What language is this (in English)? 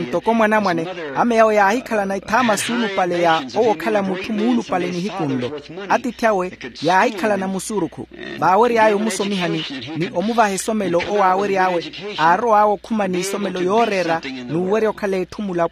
Makhuwa